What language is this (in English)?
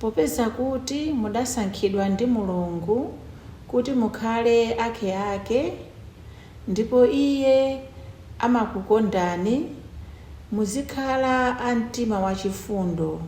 Nyanja